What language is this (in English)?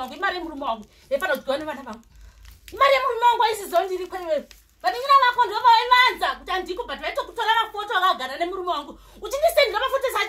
Shona